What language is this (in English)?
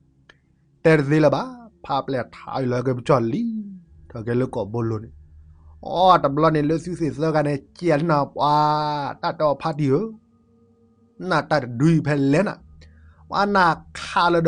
S'gaw Karen